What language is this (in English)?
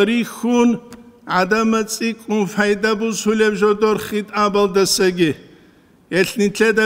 Avaric